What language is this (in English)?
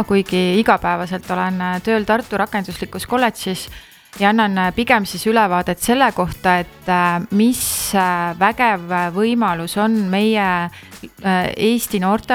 Estonian